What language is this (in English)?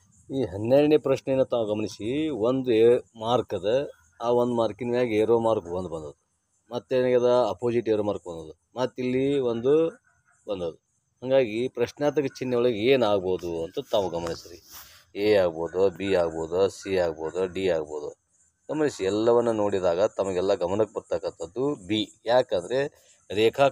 Kannada